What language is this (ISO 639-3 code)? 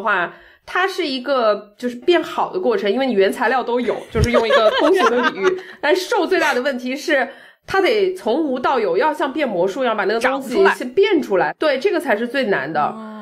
zho